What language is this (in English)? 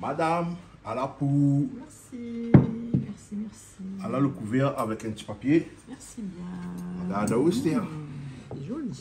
Réunion Creole French